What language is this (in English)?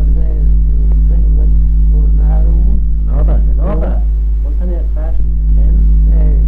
Manx